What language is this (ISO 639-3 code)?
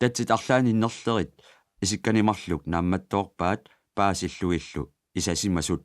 kal